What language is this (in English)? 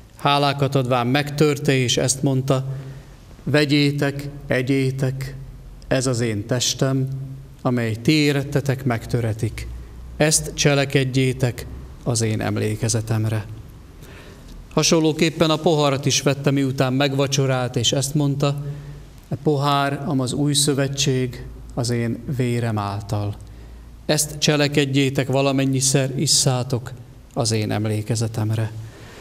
Hungarian